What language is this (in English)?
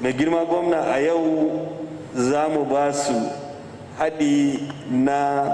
Hausa